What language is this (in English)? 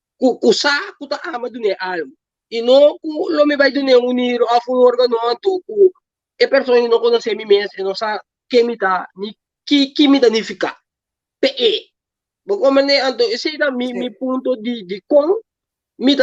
Papiamento